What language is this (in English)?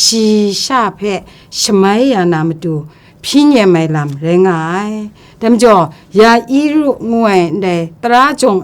Kachin